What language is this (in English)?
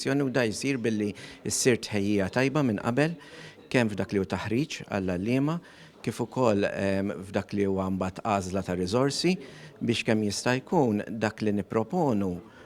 Maltese